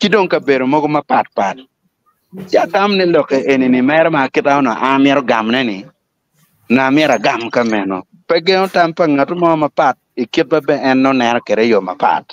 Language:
Acoli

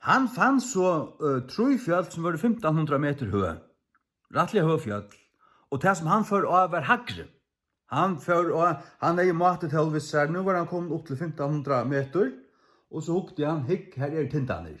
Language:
Faroese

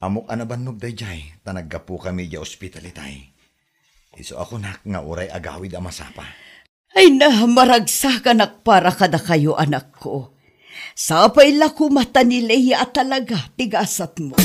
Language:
Iloko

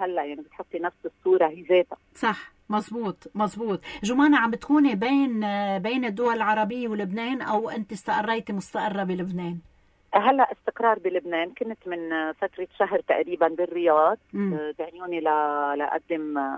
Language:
North Levantine Arabic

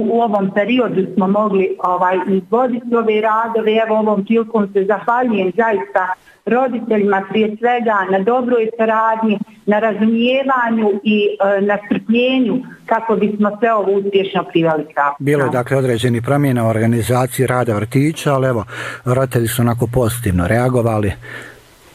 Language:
Bosnian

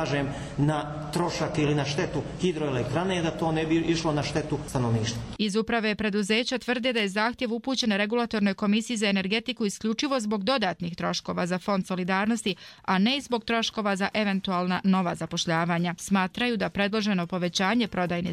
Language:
Bosnian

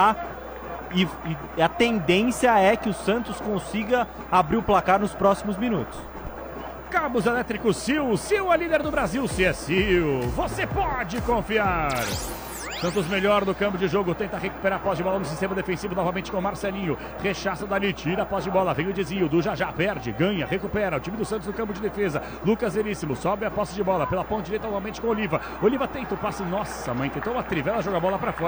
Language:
Portuguese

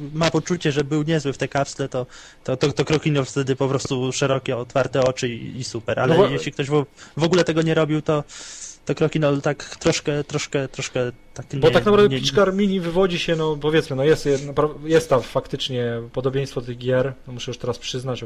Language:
Polish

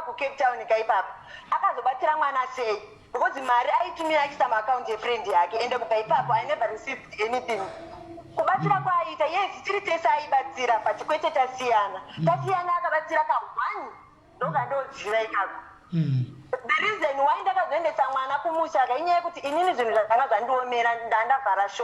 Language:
Shona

